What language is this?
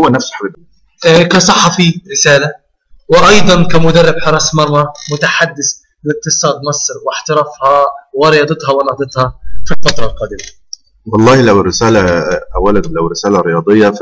Egyptian Arabic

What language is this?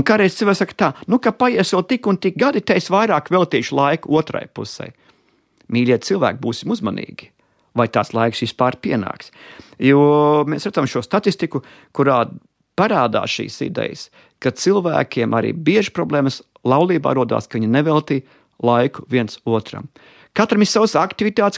Latvian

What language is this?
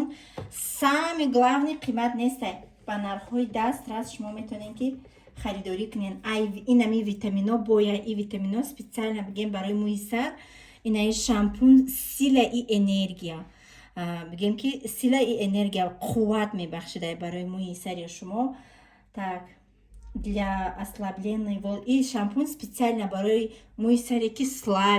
Tajik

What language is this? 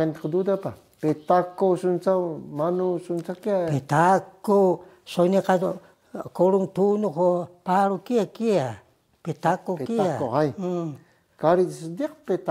Taroko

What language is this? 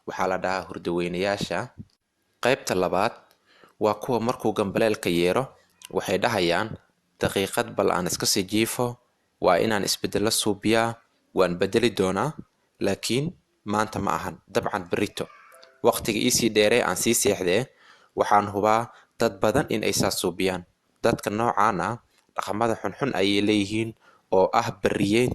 Somali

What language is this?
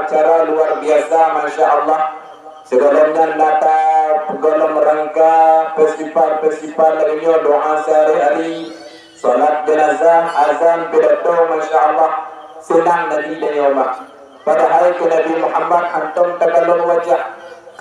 Achinese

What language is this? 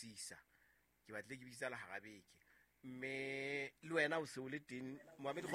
Southern Sotho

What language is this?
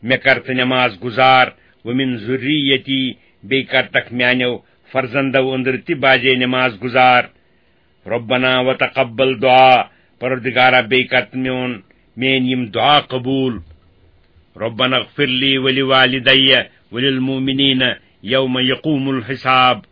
Kashmiri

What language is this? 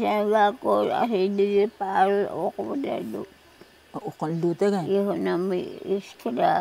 Taroko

